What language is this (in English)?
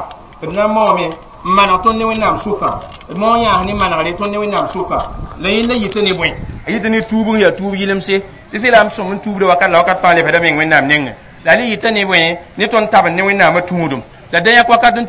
Mossi